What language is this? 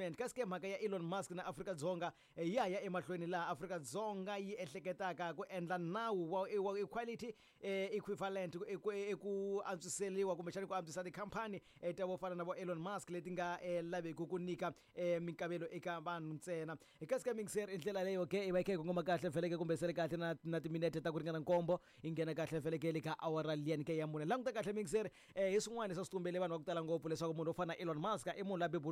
Tsonga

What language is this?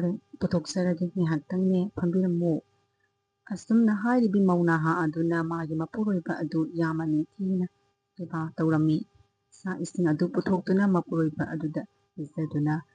Manipuri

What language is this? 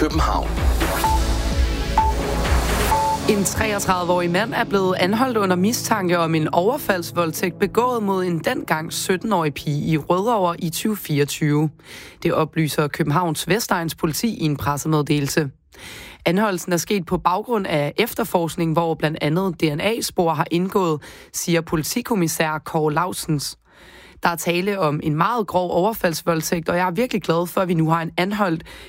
Danish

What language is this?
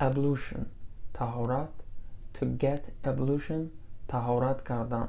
Tajik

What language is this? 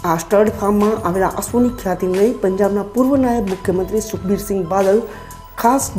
Gujarati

